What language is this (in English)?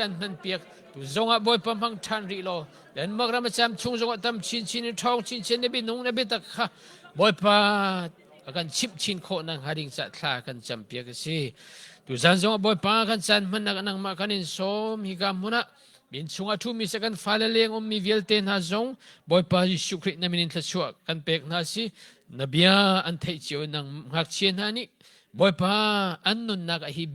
Hakha Chin